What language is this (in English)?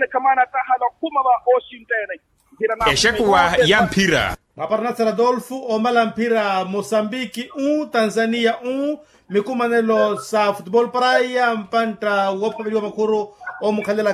Makhuwa